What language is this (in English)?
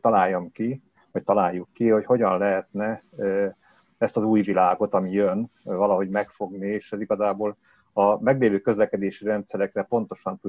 Hungarian